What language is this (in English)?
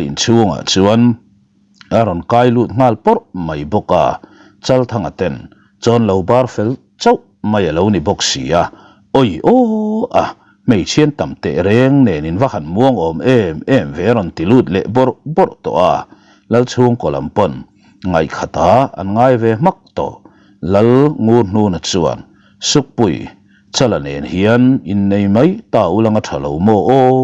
Mizo